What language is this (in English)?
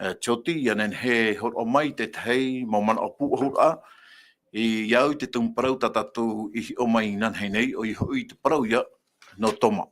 Tahitian